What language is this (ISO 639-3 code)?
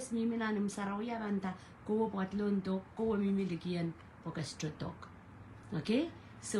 pon